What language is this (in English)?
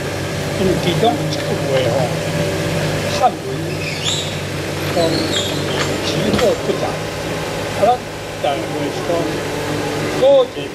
Min Nan Chinese